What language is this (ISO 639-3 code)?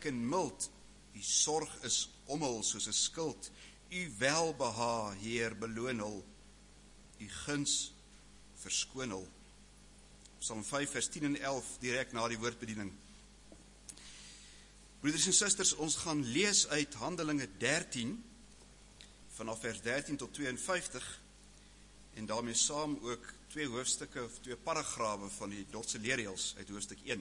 afr